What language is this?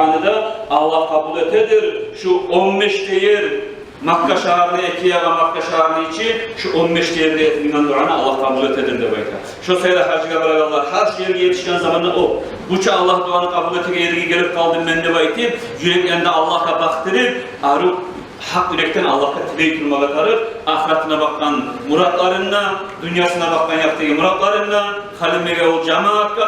Kumyk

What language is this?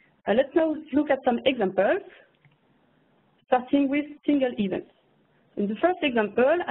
English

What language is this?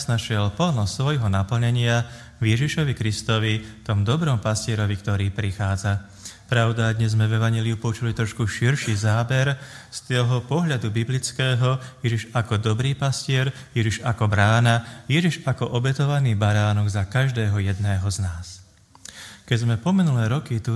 Slovak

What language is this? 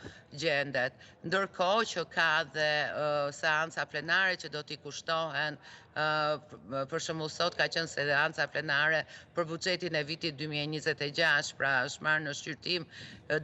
Albanian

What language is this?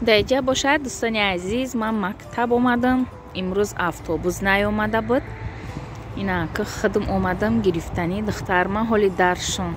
Tajik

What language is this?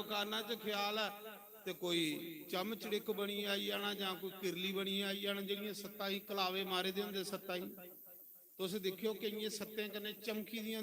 Dogri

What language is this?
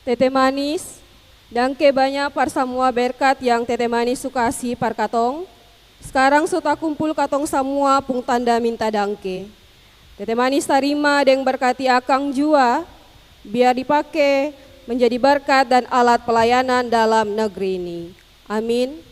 Ambonese Malay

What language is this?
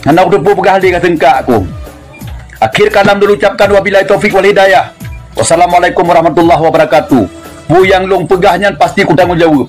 Achinese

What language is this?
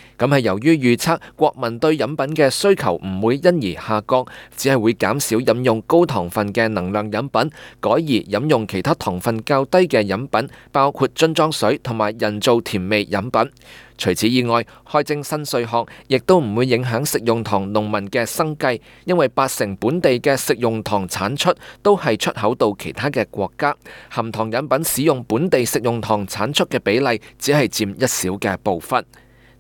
Cantonese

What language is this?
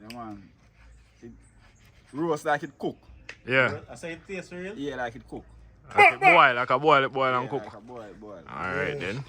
Jamaican Creole English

